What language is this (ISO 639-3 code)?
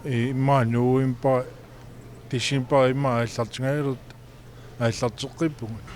kal